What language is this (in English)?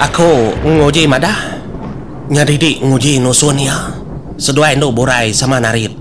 Iban